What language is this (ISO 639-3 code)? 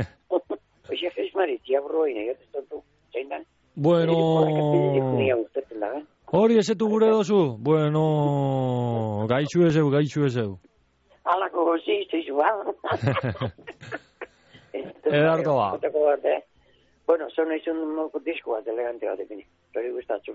eus